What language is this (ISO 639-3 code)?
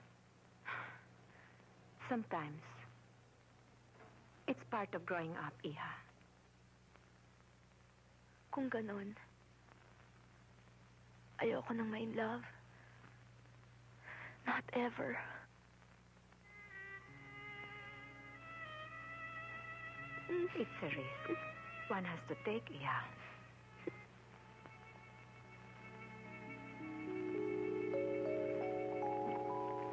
fil